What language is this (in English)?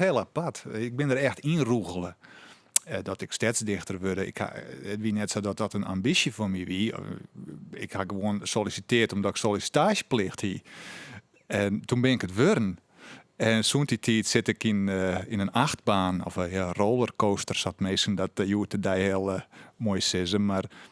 Western Frisian